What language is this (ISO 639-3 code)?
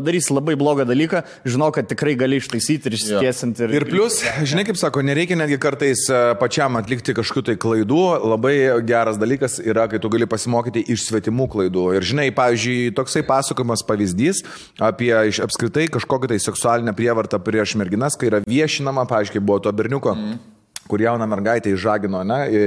lit